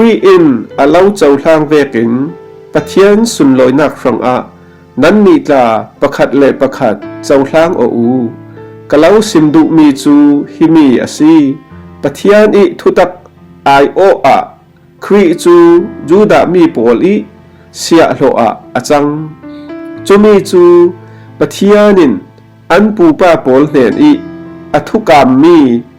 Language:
Falam Chin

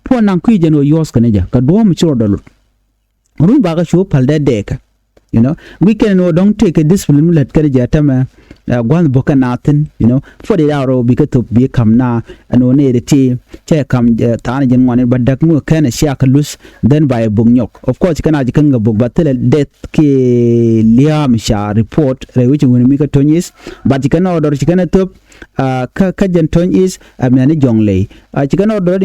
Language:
Nuer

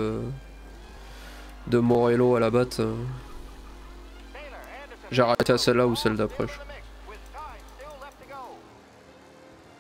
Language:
French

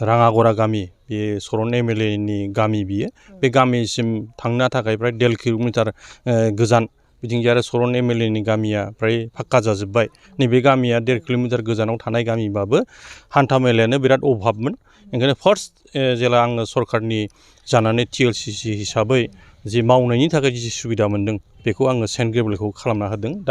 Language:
Bodo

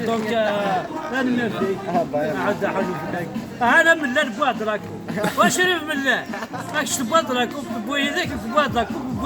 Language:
Kabyle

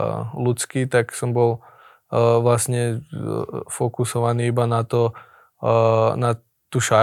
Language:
Slovak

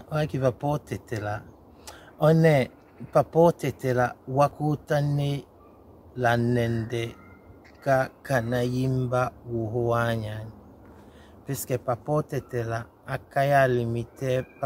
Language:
Tetela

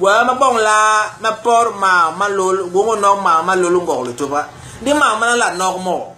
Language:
Basaa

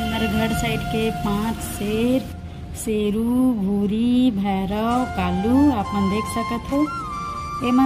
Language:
Chhattisgarhi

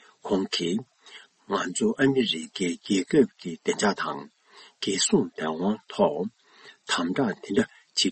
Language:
Tibetan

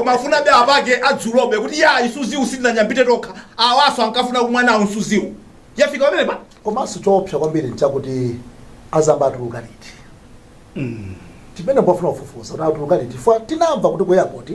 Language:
Nyanja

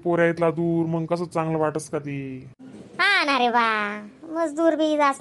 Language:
Khandesi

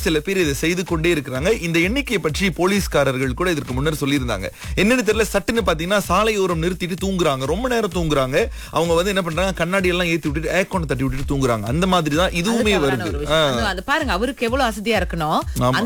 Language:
Tamil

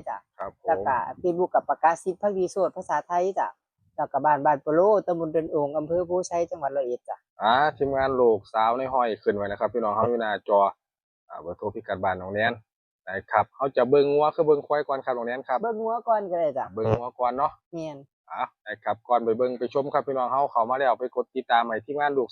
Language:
Northeastern Thai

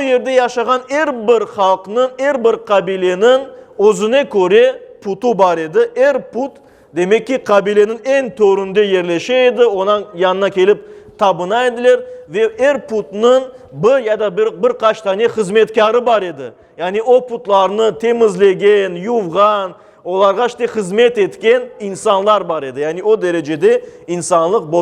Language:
Crimean Tatar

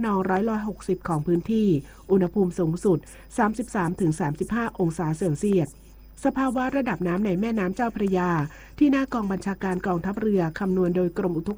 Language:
Thai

